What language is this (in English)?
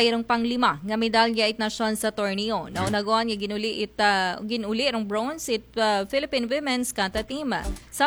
Aklanon